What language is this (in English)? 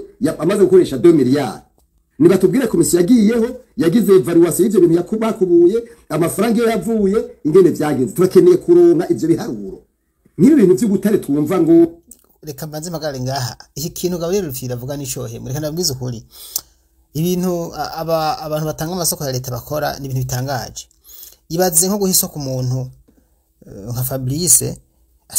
Rundi